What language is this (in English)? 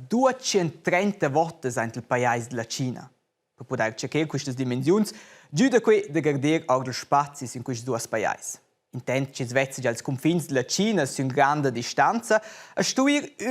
Romansh